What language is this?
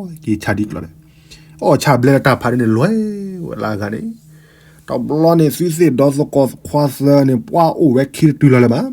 S'gaw Karen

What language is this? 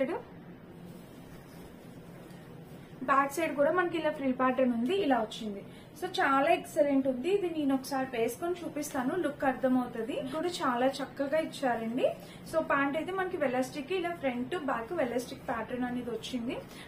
Telugu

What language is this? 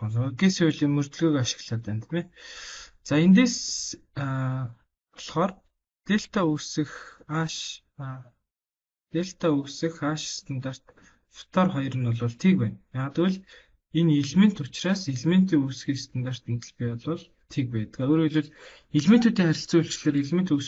Mongolian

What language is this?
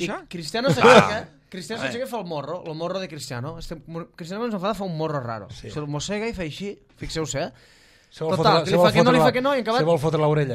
Catalan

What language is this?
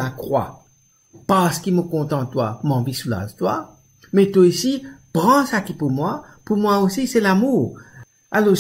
Morisyen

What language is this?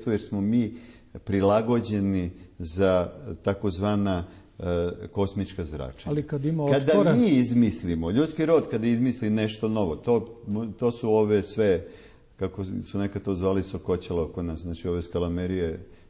Serbian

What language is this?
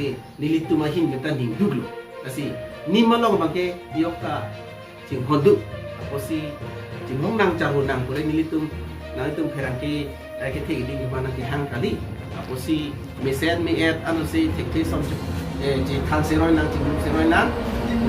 Karbi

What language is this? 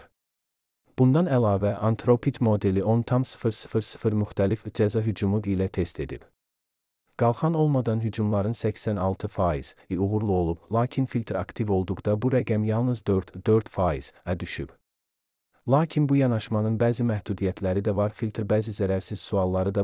Azerbaijani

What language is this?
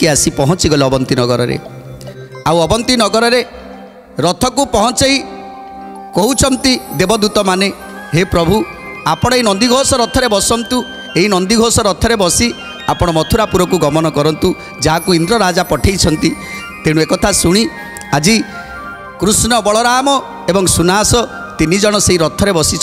Odia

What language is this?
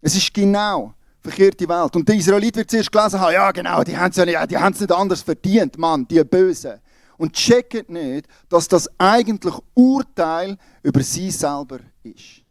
Swiss German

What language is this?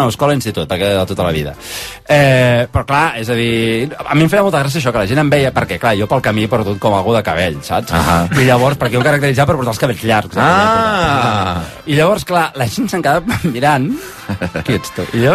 Catalan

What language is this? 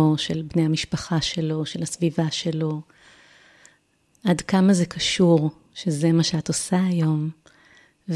Hebrew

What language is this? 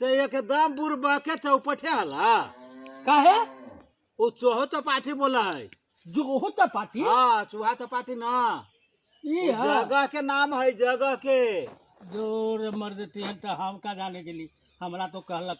Magahi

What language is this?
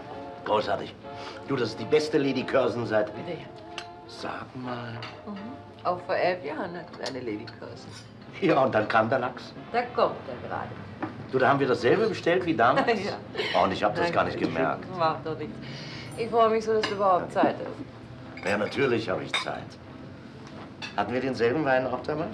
German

